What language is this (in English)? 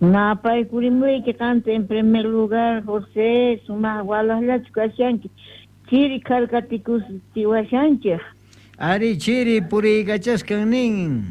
Quechua